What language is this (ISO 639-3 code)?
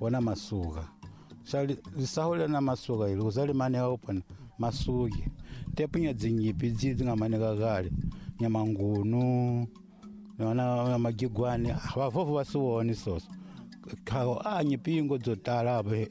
tso